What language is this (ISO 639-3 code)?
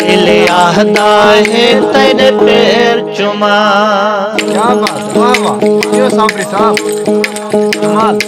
skr